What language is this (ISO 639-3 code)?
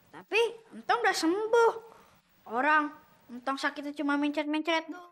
bew